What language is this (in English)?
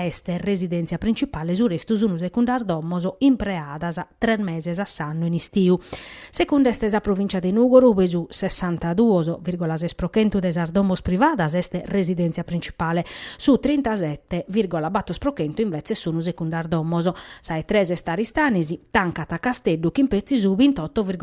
Sardinian